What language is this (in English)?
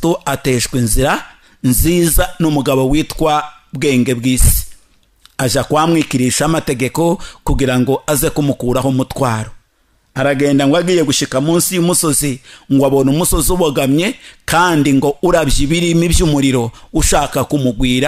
Kinyarwanda